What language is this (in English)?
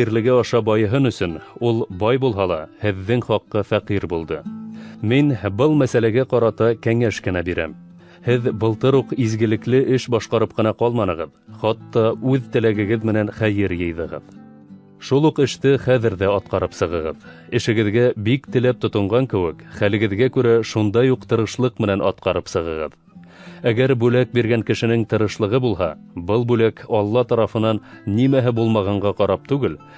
Bashkir